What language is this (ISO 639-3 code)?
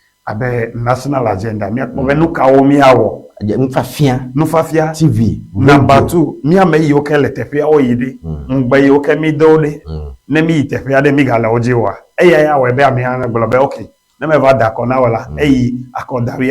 ewe